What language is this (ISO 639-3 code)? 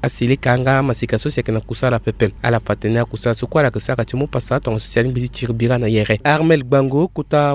sag